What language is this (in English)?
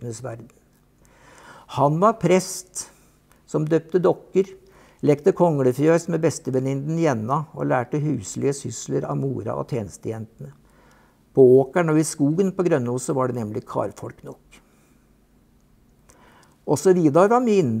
Norwegian